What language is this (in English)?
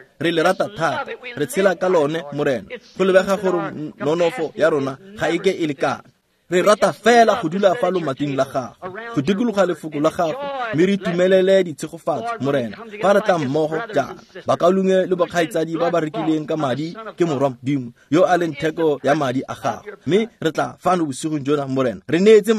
Tswana